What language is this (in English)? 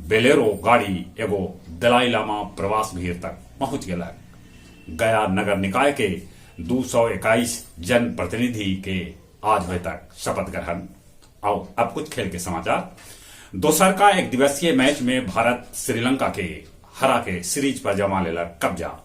Magahi